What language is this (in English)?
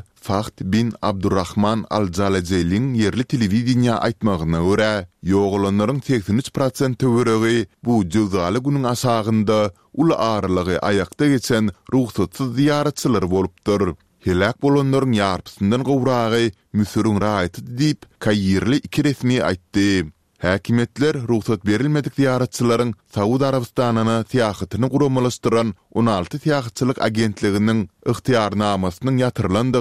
Turkmen